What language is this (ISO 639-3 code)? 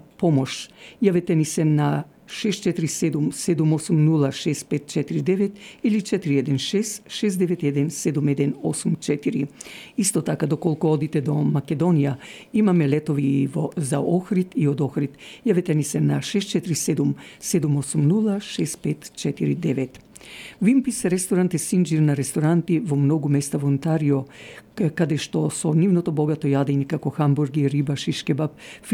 mkd